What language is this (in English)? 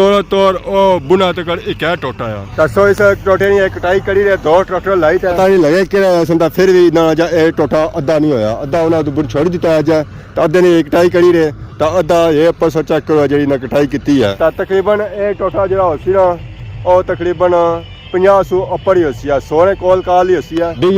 Pahari-Potwari